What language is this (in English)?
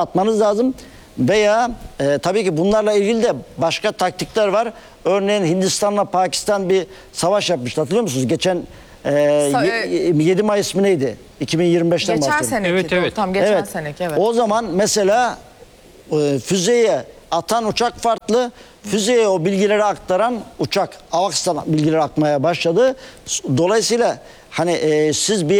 Turkish